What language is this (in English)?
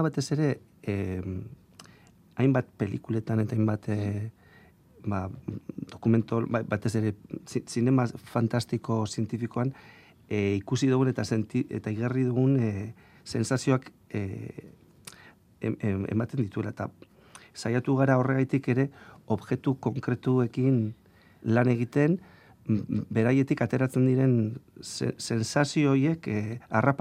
Basque